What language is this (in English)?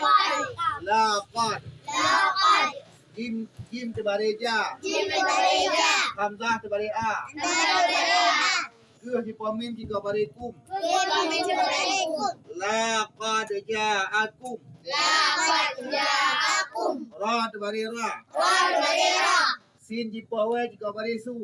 Achinese